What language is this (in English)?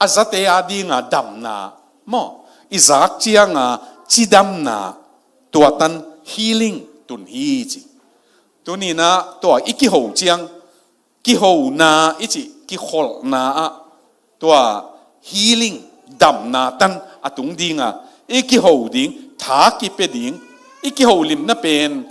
Tedim Chin